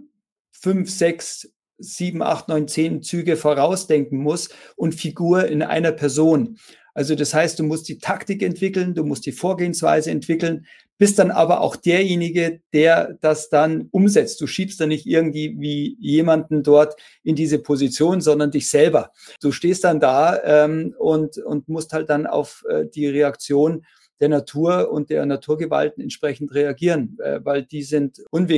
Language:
German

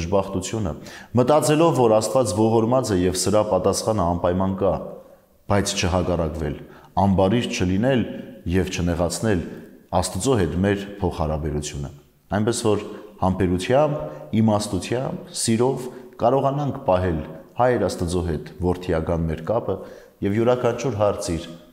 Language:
Armenian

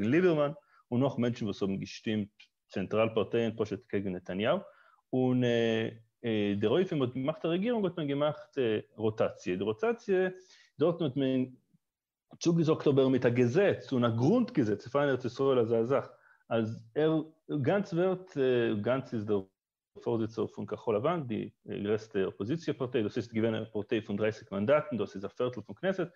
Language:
Yiddish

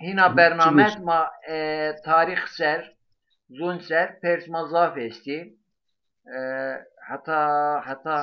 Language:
Zaza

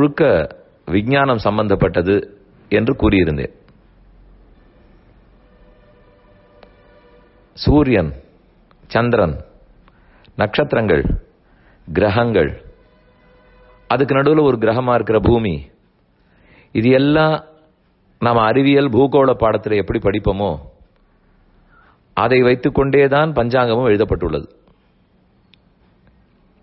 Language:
Tamil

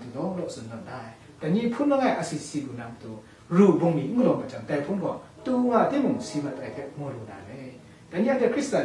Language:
Kachin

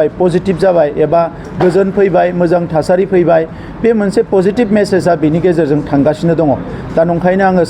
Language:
Bodo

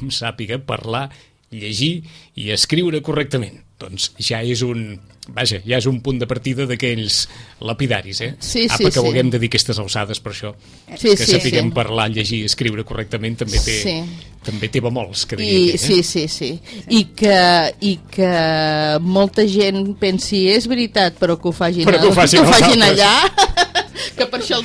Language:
Catalan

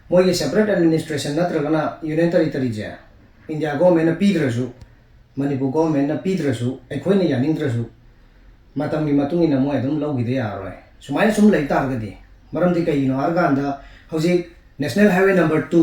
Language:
Manipuri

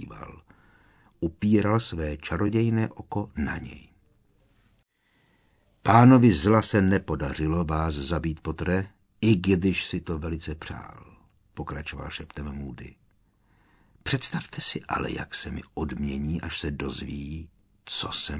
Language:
Czech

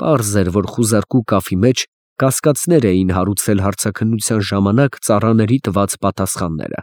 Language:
Armenian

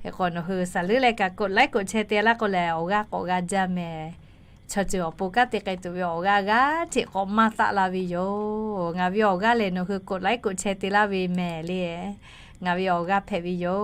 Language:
Lahu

